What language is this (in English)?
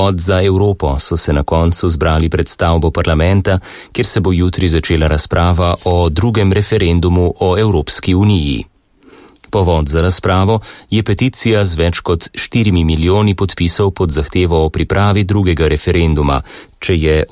Slovenian